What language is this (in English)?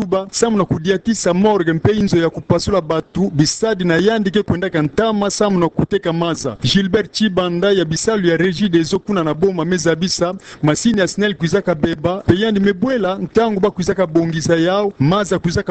Kituba (Democratic Republic of Congo)